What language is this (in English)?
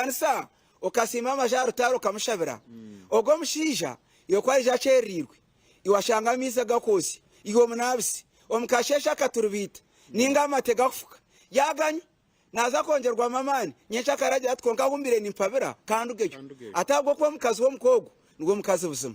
Nyankole